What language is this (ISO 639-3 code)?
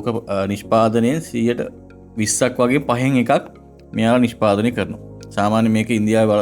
sin